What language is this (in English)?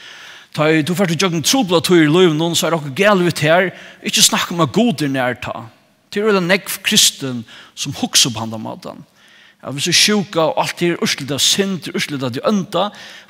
Faroese